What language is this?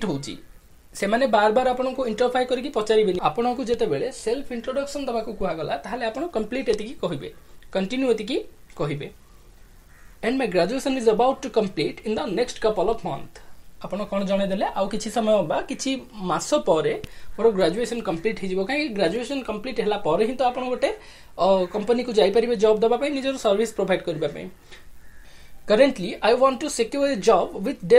Odia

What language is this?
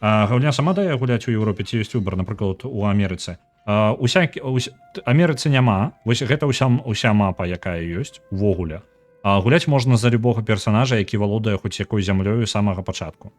Belarusian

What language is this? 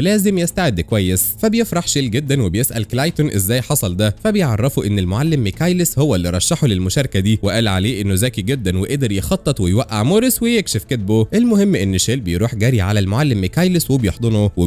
Egyptian Arabic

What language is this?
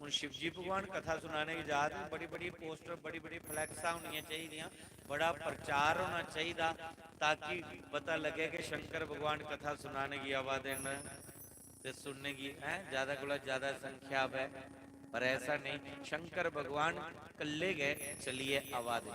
Dogri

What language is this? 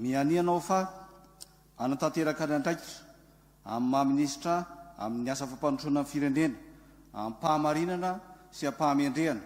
Malagasy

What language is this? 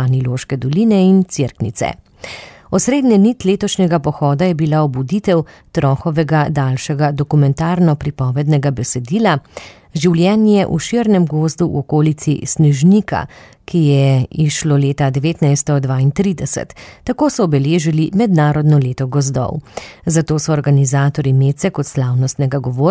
Slovenian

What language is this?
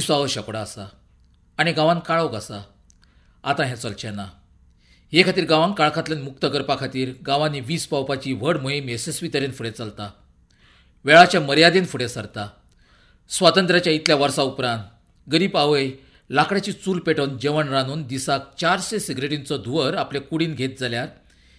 Konkani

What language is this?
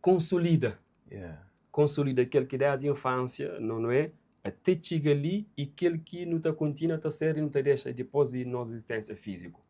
Kabuverdianu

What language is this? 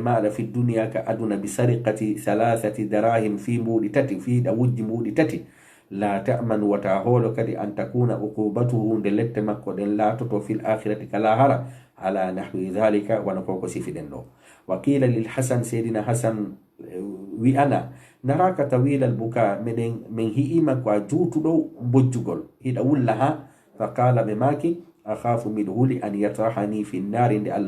Fula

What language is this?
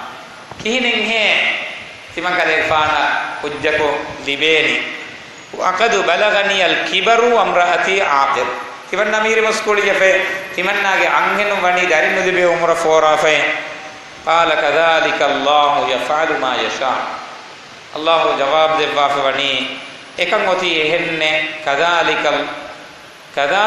Divehi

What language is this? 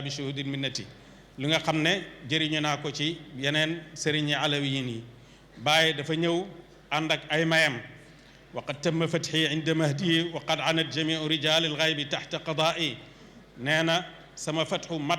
Wolof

